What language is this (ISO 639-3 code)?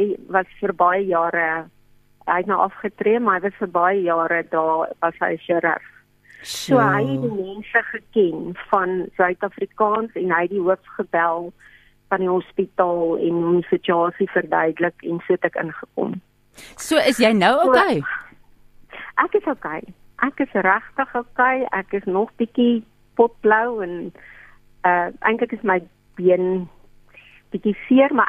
afr